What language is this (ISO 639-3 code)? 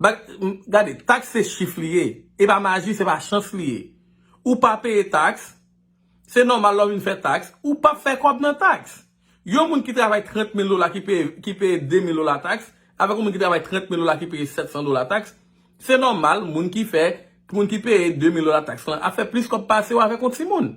hat